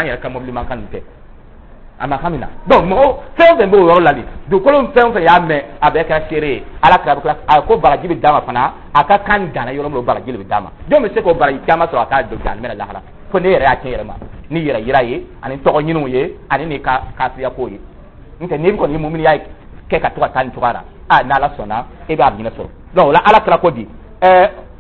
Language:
Dyula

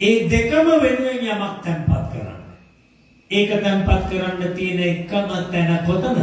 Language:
Sinhala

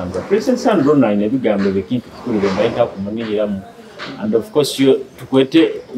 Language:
Nyoro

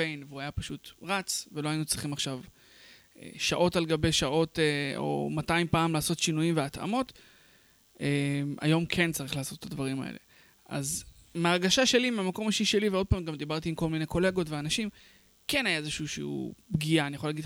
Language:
Hebrew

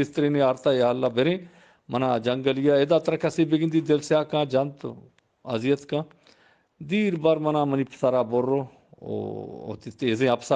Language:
Eastern Balochi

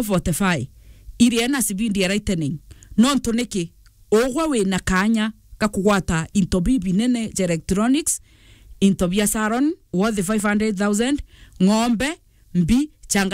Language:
Meru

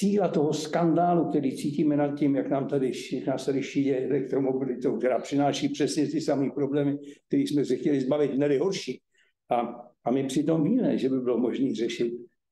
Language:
Czech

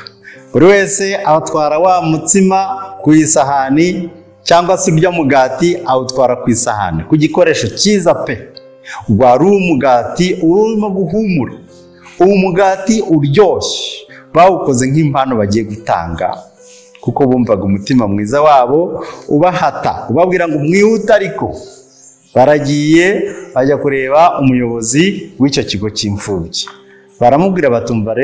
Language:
Kinyarwanda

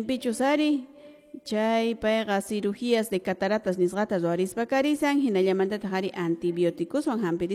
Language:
Quechua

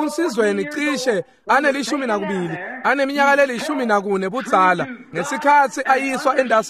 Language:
Swati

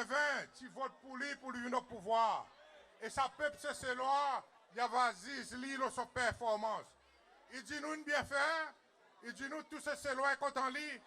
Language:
Seselwa Creole French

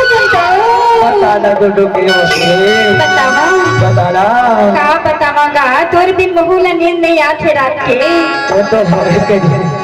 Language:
Chhattisgarhi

